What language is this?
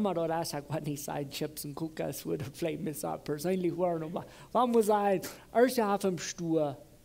Plautdietsch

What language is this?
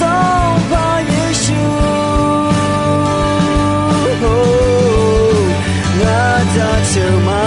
Akha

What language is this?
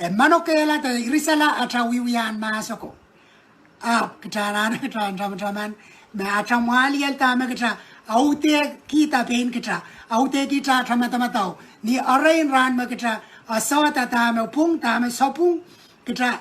Pohnpeian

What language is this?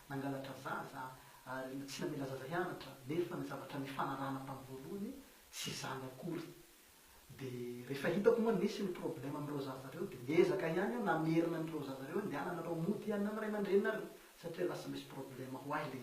Malagasy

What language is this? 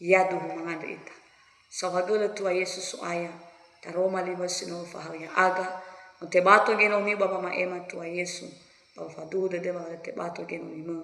Nias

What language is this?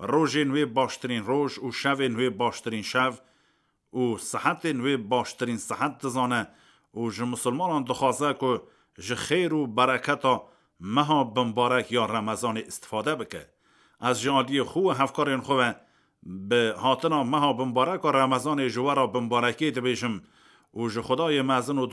Kurdish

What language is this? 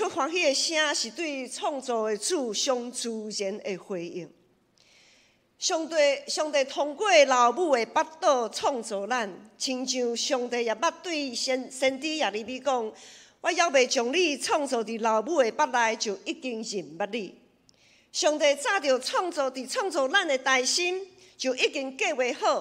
Min Nan Chinese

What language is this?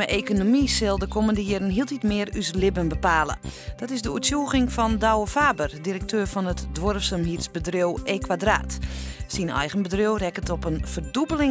Western Frisian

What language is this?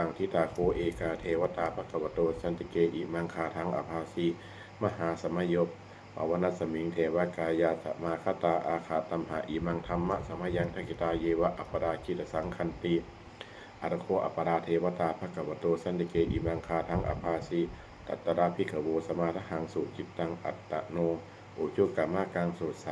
Pali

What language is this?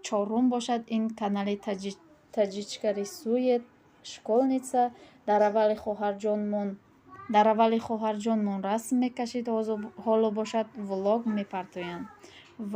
Tajik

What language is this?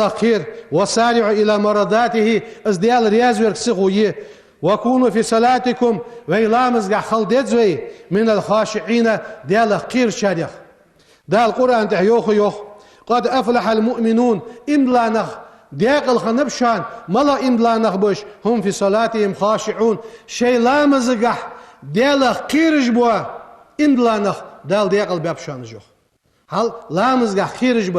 Ingush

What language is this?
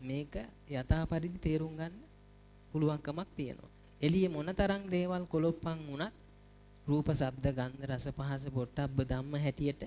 Sinhala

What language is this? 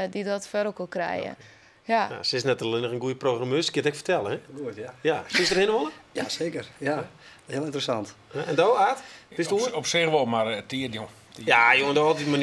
Western Frisian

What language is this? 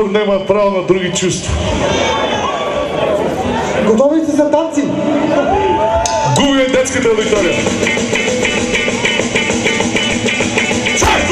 Bulgarian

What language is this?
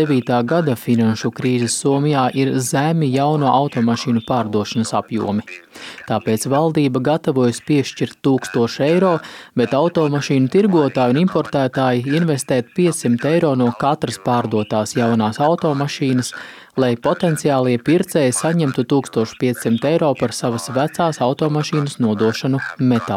Latvian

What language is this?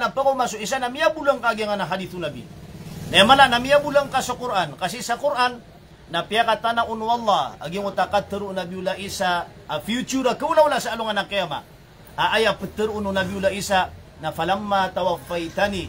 Maranao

